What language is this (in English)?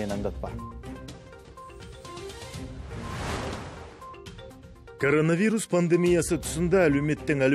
Kazakh